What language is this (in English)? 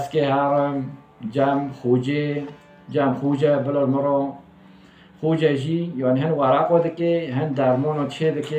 Kurdish